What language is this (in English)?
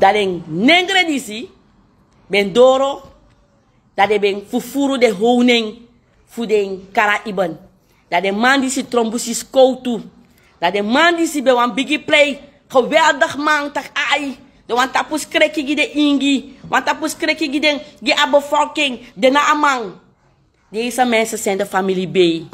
Sranan Tongo